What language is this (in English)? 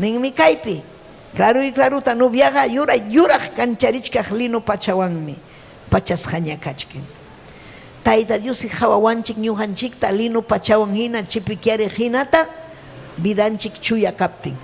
Ayacucho Quechua